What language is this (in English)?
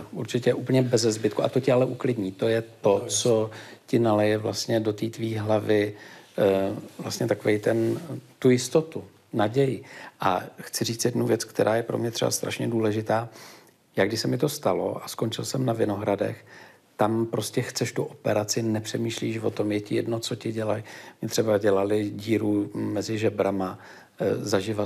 Czech